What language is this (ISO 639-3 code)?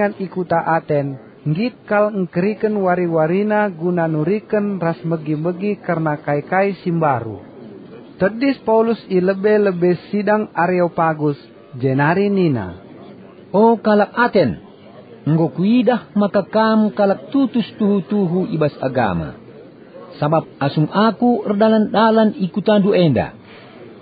btx